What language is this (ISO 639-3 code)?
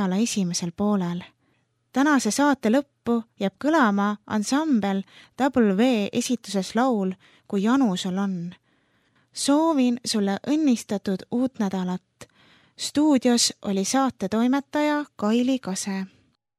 est